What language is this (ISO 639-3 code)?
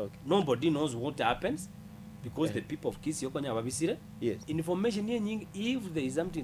guz